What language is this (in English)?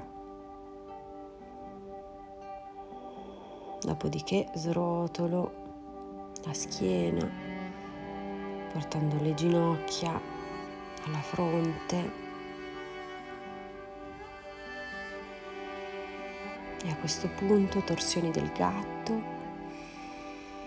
Italian